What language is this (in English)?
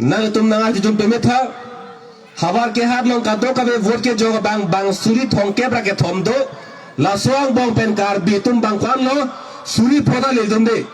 Karbi